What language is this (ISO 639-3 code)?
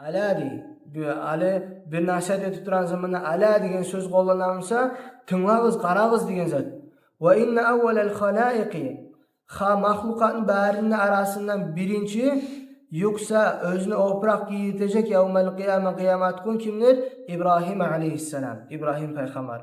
kum